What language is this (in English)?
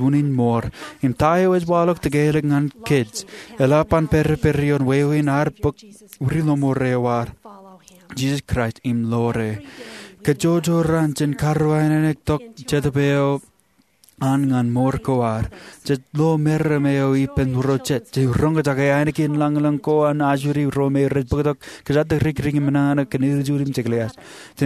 Marshallese